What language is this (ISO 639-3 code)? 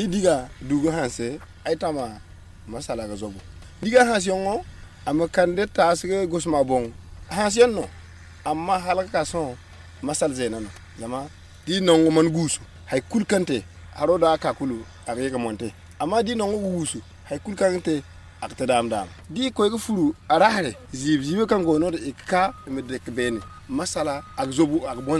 dje